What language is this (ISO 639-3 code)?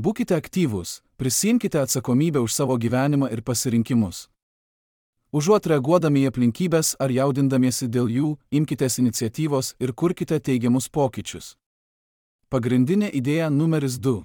lit